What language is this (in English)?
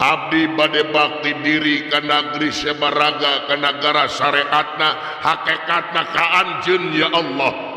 Sundanese